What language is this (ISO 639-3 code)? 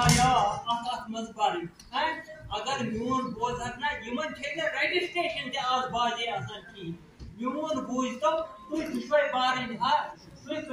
kas